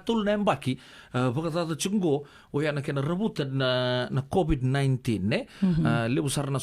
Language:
Fijian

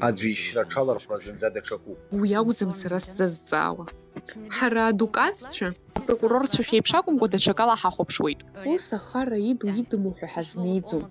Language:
Abkhazian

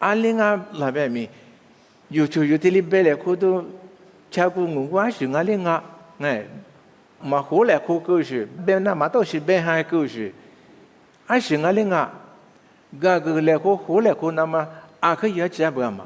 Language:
Lisu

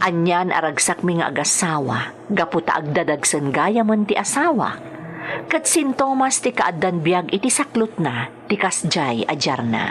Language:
Iloko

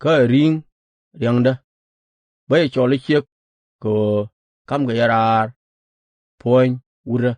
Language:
Nuer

